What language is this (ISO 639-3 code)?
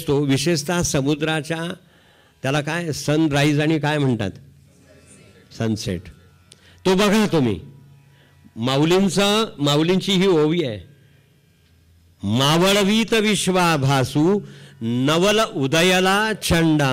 mar